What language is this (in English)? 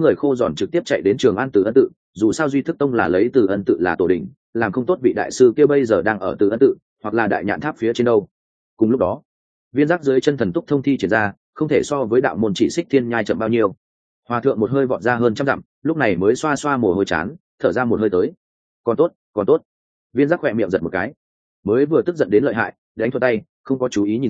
Vietnamese